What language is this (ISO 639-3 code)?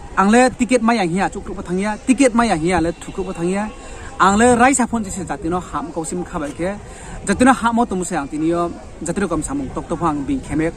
ria